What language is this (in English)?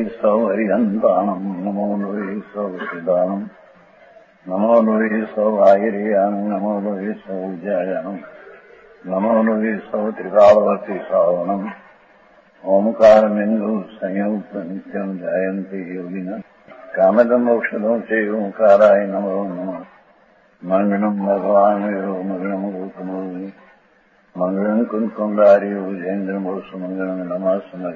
Gujarati